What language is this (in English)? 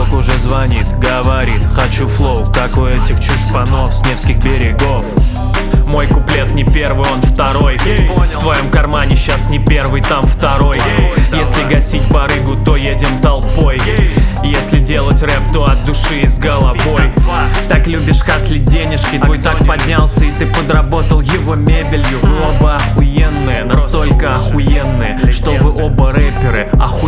Russian